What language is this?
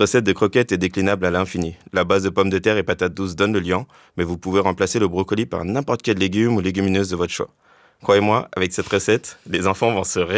French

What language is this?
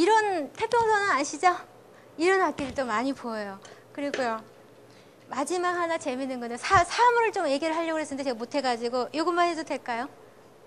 Korean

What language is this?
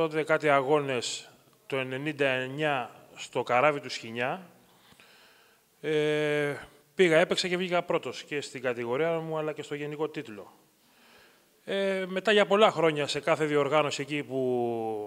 Greek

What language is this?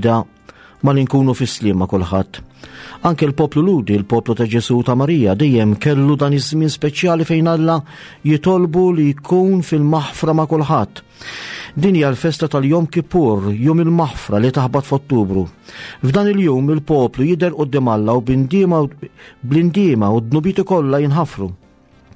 Maltese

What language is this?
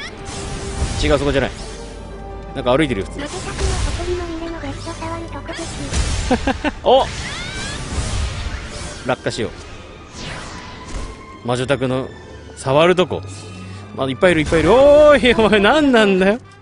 Japanese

